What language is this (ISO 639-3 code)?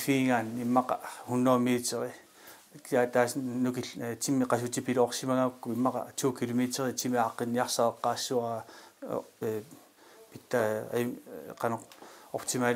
kal